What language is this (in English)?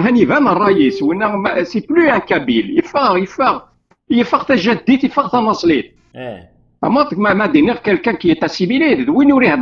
Kabyle